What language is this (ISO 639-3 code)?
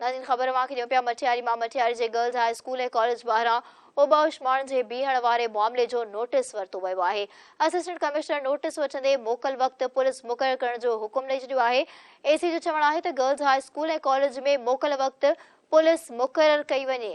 snd